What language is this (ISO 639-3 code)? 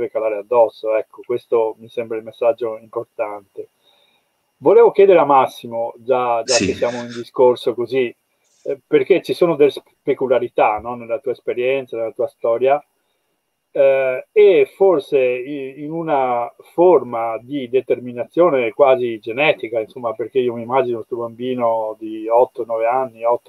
ita